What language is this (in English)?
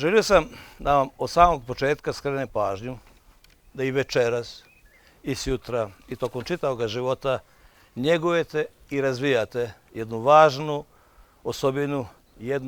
Bosnian